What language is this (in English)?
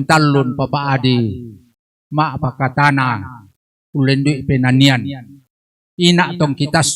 Toraja-Sa'dan